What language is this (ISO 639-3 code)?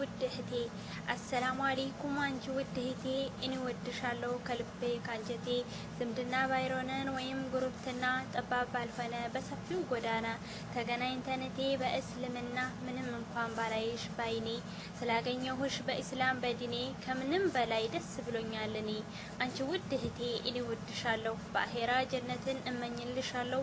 amh